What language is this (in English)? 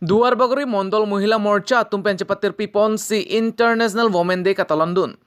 Karbi